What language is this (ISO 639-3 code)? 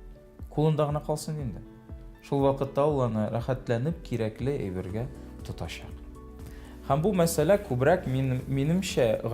tat